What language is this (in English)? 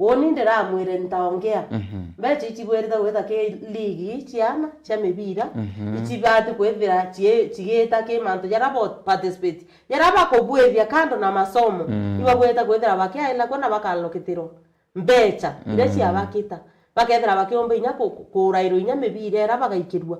Meru